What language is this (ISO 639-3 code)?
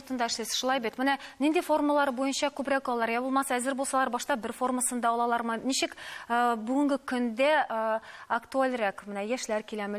tat